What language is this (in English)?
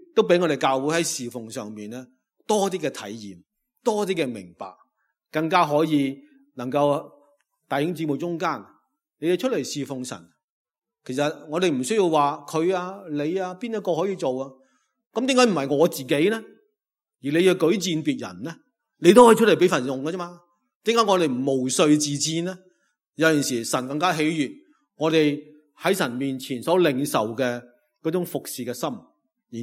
Cantonese